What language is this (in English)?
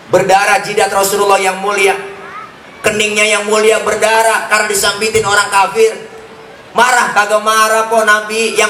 Betawi